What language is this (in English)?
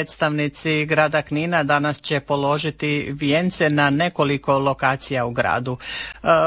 Croatian